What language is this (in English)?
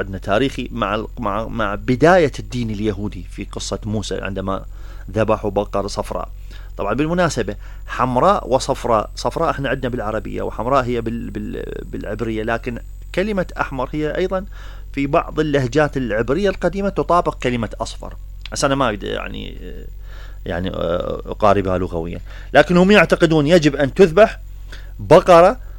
Mesopotamian Arabic